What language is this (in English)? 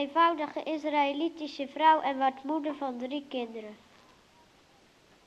Dutch